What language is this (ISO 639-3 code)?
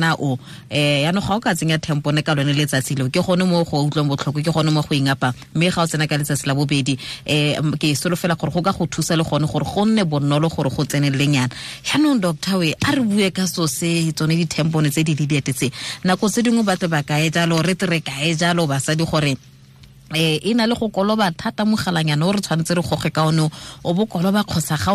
tsn